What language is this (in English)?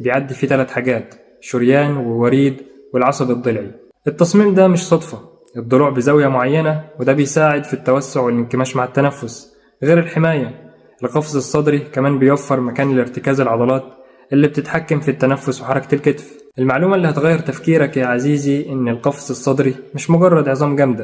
Egyptian Arabic